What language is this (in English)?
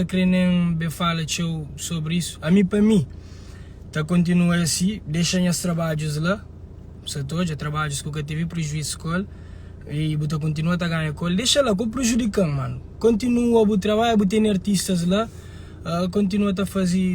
Kabuverdianu